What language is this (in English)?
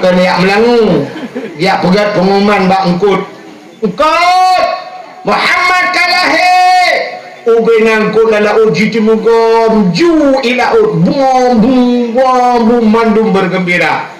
Achinese